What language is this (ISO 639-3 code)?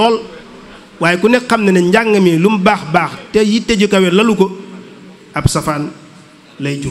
wol